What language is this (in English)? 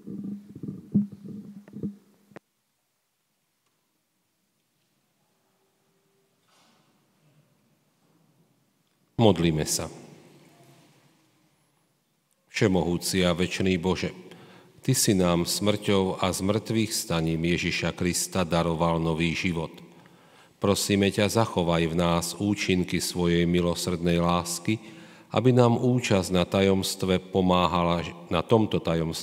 Slovak